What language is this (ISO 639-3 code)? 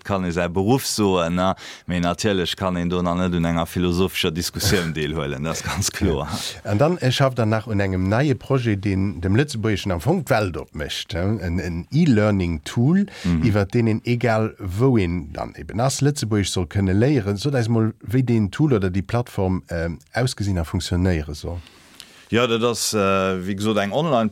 ltz